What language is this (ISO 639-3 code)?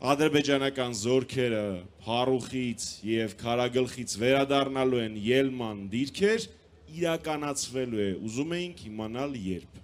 hye